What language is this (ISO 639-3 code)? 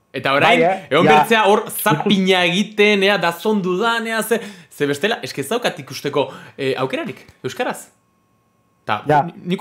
eus